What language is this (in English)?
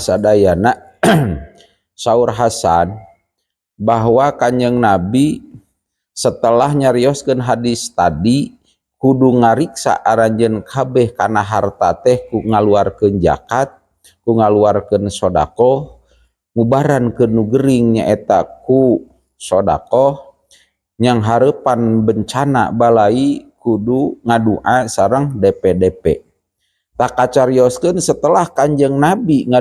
Sundanese